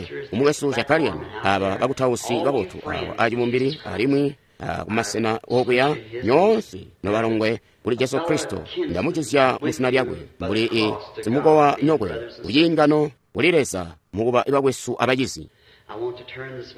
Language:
Tonga (Zambia)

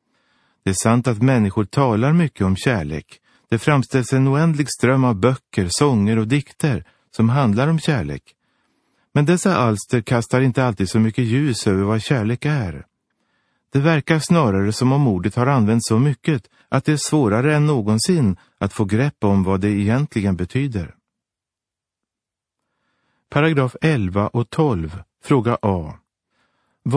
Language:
Swedish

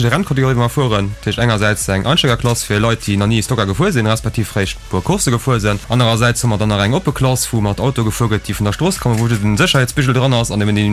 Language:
Luxembourgish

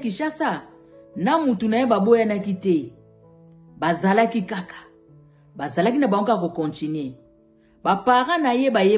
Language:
Lingala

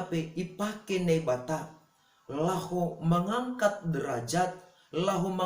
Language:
Batak Simalungun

